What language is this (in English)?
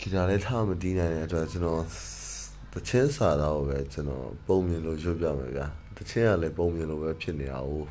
Burmese